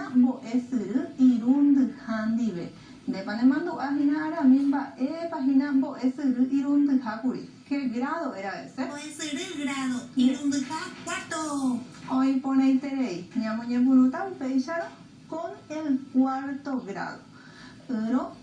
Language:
Guarani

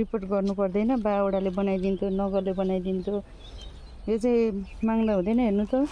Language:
Nepali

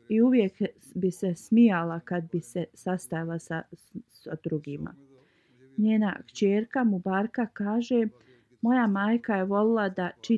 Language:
Bosnian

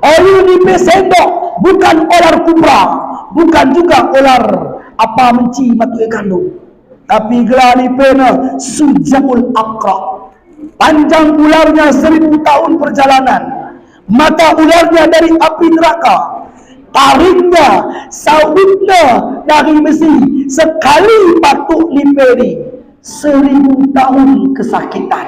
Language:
Batak Alas-Kluet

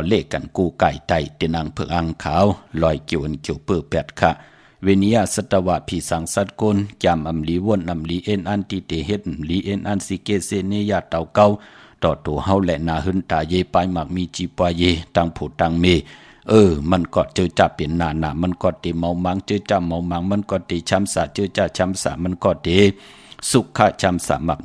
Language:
Shan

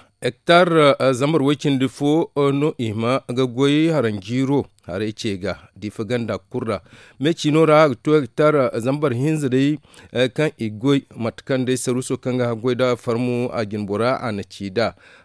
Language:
Zarma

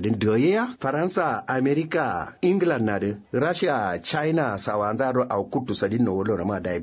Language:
Kanuri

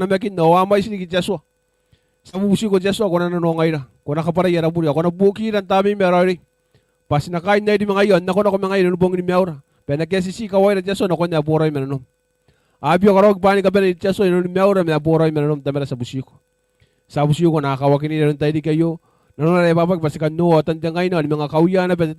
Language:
Gilbertese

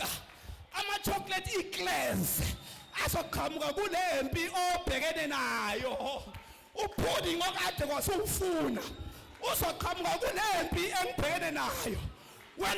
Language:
Zulu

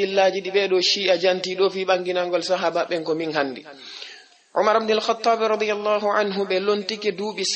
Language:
Fula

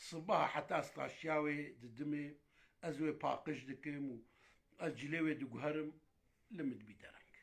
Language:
Kurdish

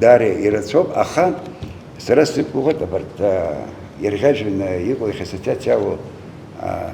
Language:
Abkhazian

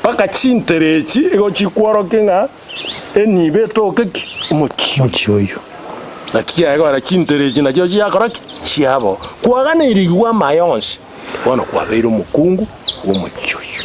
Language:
Gusii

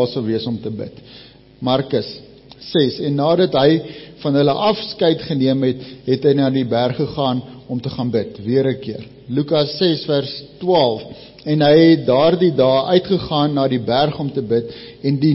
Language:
Afrikaans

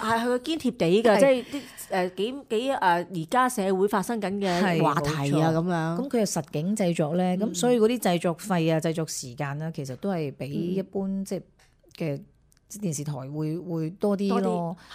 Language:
Cantonese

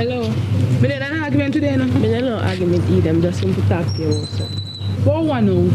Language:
Jamaican Creole English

